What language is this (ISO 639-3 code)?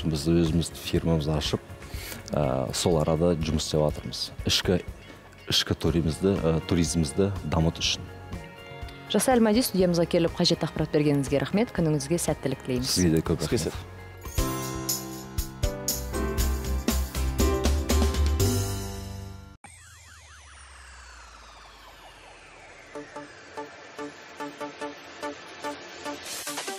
kaz